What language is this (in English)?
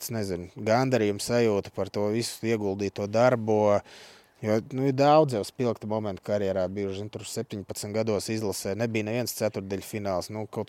Latvian